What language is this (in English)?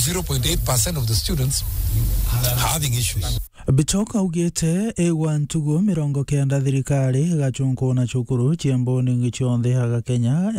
Meru